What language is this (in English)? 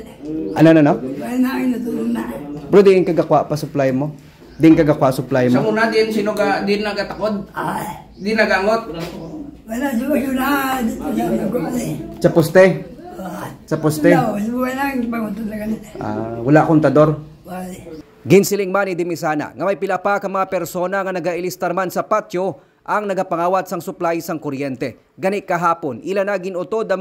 Hiligaynon